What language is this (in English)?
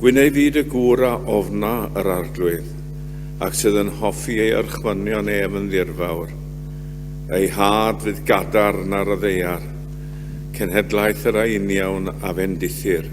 Welsh